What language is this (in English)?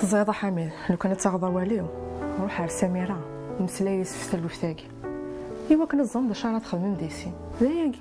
Kabyle